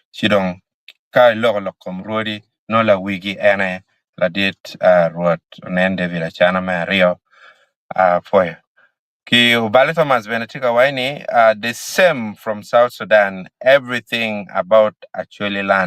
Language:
Acoli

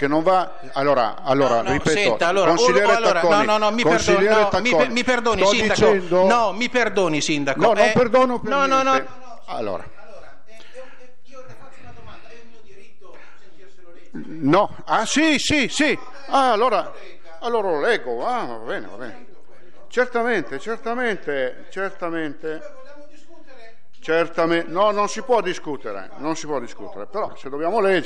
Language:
Italian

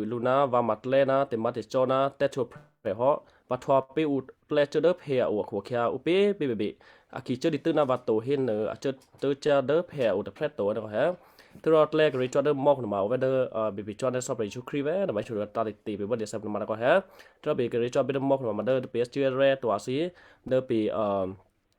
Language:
Western Kayah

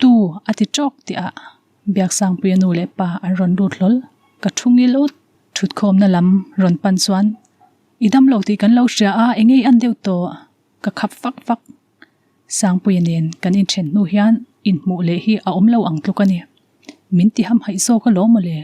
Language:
Mizo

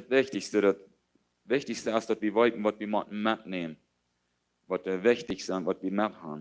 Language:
Plautdietsch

